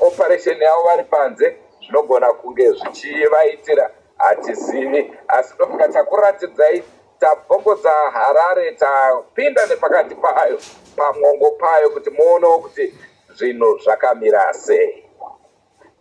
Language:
Shona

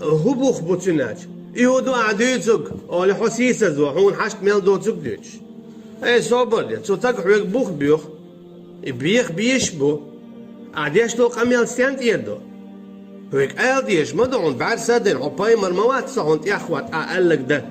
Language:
Chechen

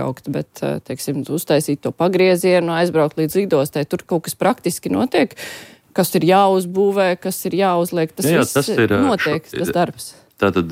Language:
Latvian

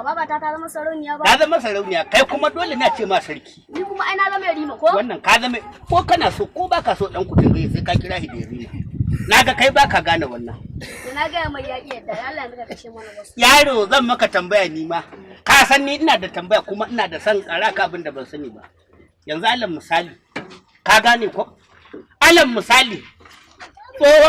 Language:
Hausa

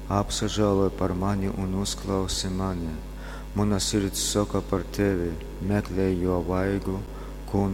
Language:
Latgalian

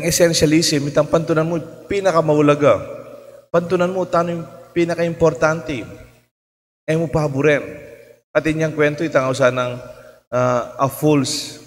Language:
Pampanga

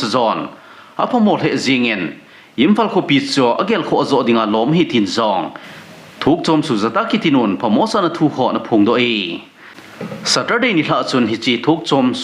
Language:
Thado Chin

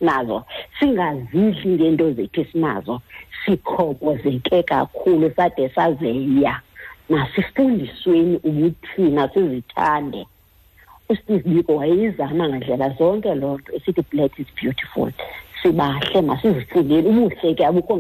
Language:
Xhosa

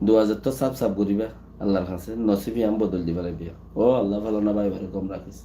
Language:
Rohingya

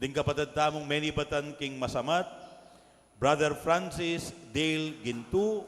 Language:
Pampanga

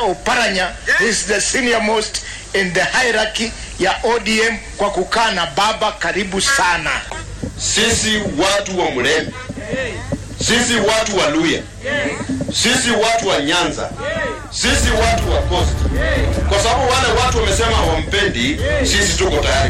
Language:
Swahili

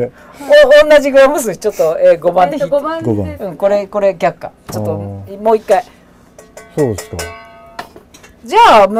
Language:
Japanese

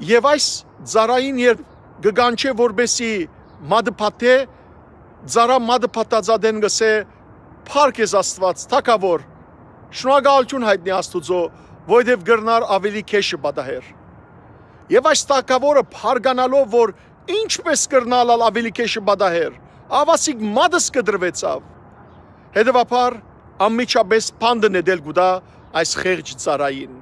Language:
Western Armenian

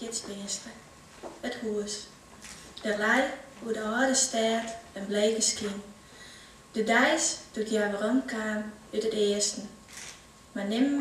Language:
Western Frisian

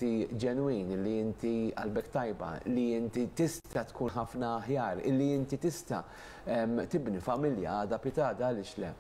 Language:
Maltese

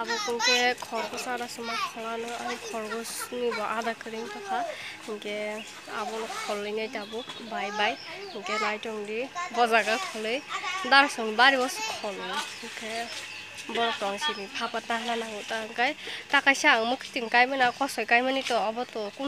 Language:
Kok Borok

